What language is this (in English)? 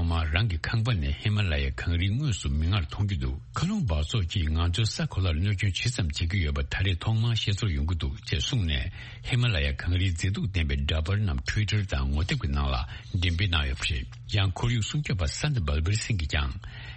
Tibetan